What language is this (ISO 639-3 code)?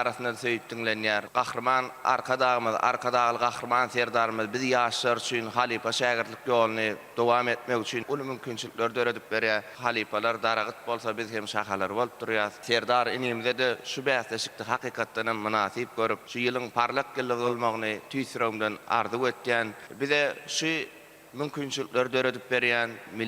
tuk